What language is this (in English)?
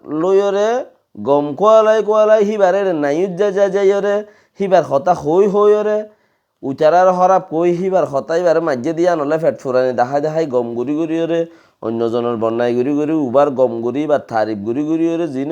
Rohingya